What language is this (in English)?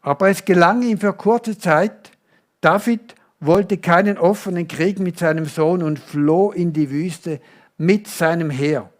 Swiss German